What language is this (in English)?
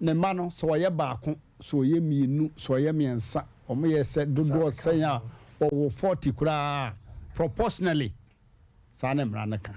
Akan